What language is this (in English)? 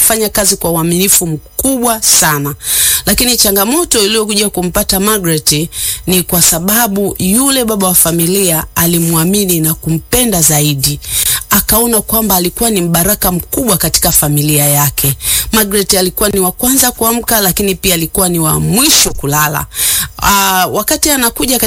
Swahili